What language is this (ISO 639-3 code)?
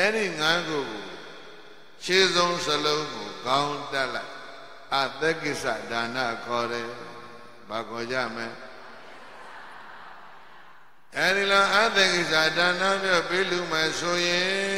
mya